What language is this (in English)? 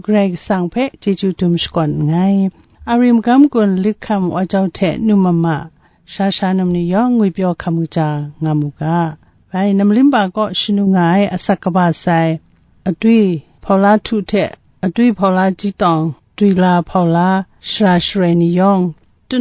Kachin